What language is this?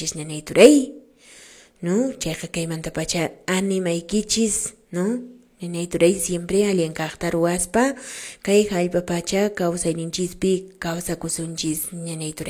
Quechua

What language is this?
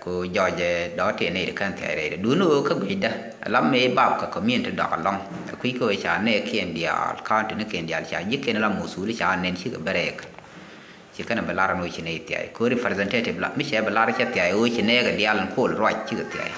Nuer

